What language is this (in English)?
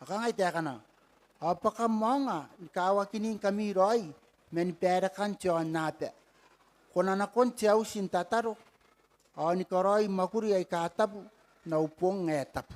Gilbertese